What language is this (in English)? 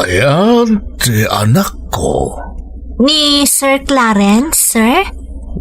Iloko